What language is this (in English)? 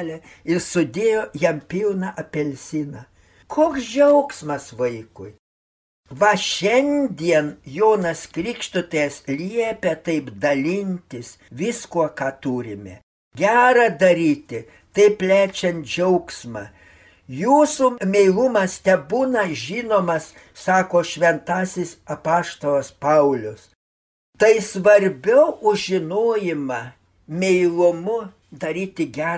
Lithuanian